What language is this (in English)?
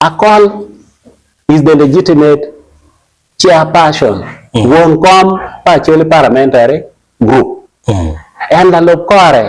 Acoli